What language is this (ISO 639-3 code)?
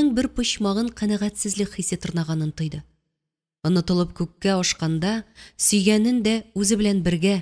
tat